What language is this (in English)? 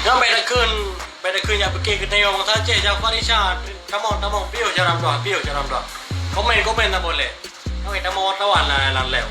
Achinese